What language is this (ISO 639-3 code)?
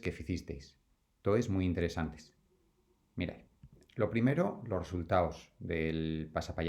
ast